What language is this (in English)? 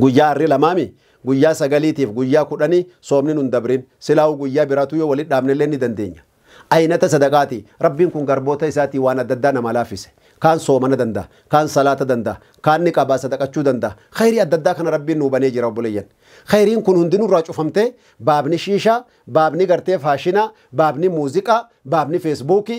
Oromo